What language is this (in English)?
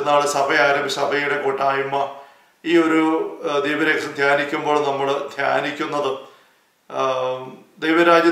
Malayalam